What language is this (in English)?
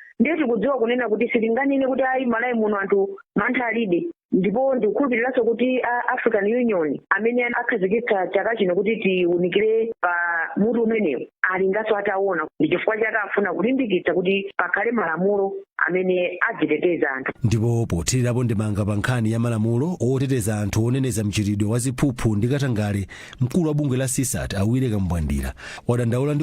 Nyanja